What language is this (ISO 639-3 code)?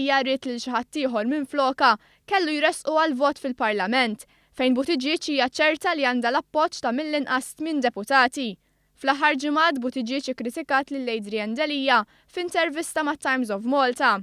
mlt